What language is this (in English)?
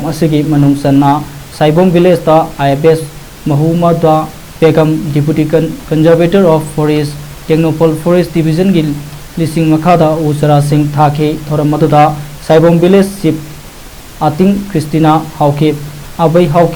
Manipuri